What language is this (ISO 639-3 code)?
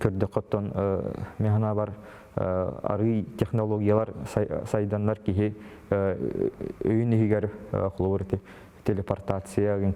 sah